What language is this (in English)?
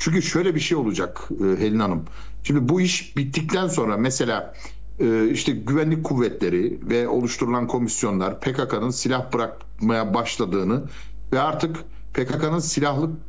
Turkish